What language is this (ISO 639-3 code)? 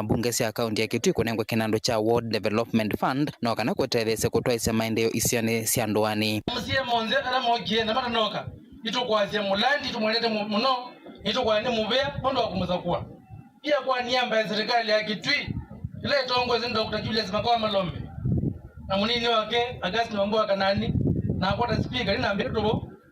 kam